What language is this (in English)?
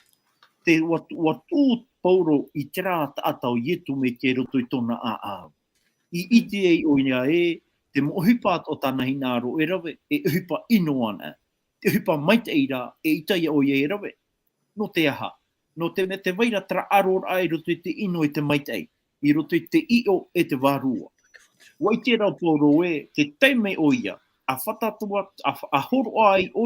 Tahitian